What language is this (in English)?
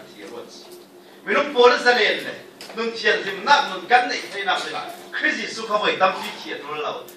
Falam Chin